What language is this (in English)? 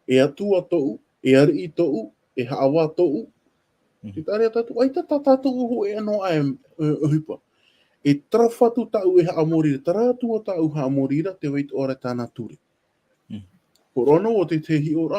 Tahitian